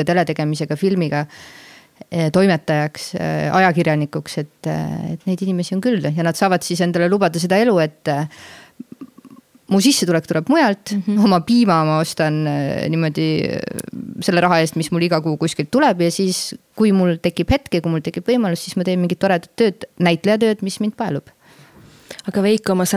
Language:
Estonian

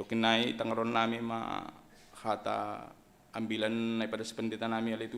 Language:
Batak Simalungun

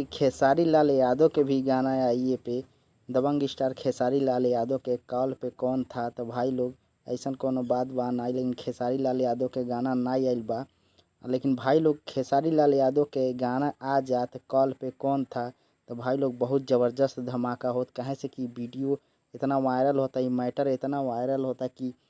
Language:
Bhojpuri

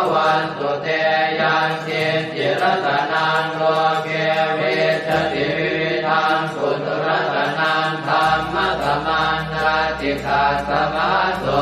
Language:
Pali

